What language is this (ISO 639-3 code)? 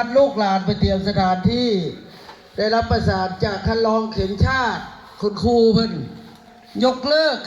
tts